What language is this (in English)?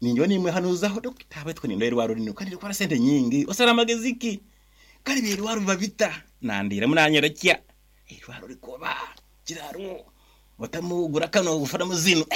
Nyankole